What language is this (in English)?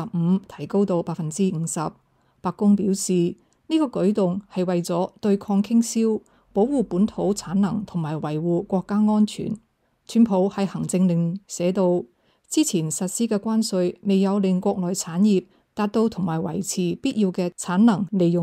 Cantonese